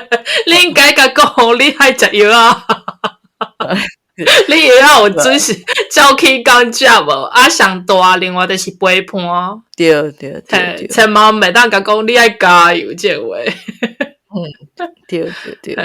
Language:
Min Nan Chinese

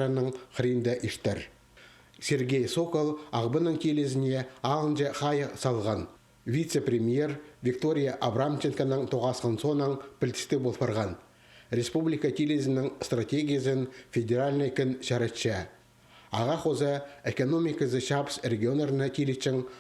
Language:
Khakas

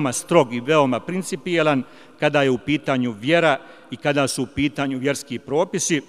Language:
Bosnian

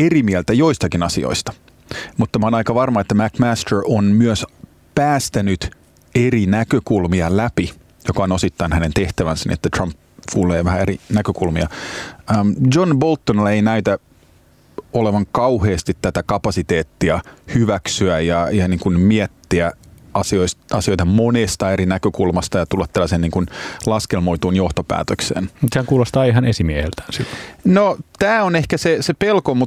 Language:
Finnish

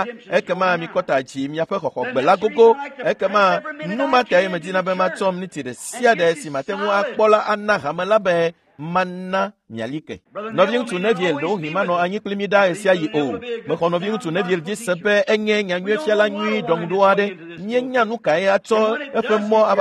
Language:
Ewe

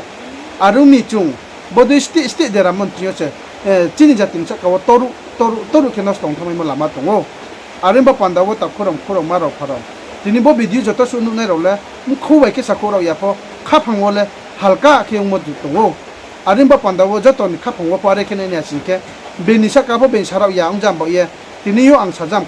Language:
Riang (India)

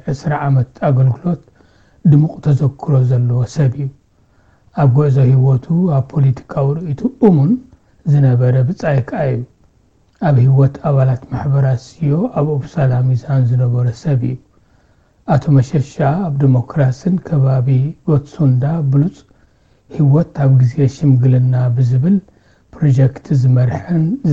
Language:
Tigrinya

